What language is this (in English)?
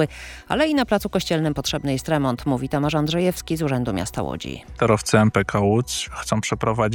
Polish